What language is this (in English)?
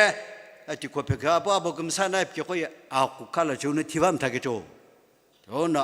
Sumi Naga